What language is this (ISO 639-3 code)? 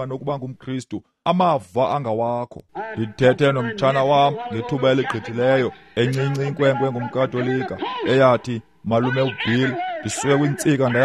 xho